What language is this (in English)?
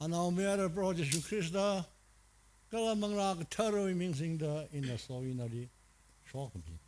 Tangkhul Naga (India)